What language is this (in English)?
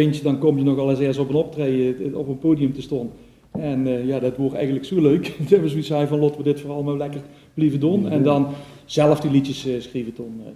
Limburgish